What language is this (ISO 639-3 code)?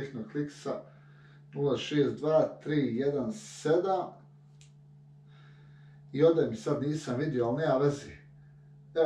hrv